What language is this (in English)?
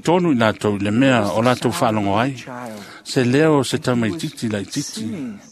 Samoan